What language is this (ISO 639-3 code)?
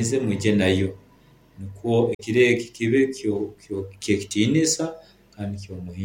nyo